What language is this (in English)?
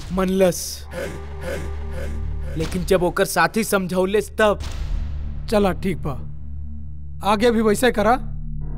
Bhojpuri